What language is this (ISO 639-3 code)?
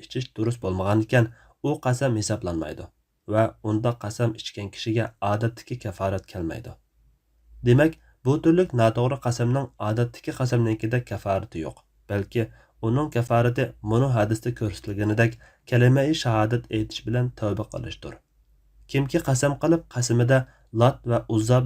uig